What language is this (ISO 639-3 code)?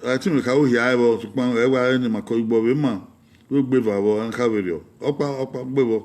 bin